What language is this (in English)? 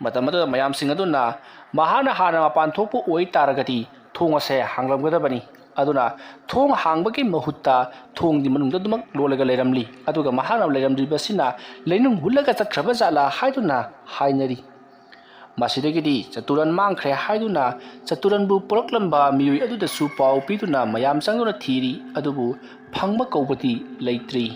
Manipuri